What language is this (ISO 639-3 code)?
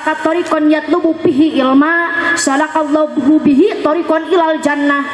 sun